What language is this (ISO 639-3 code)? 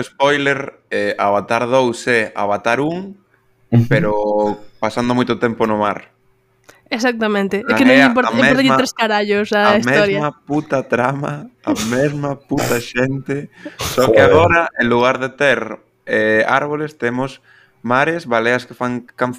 glg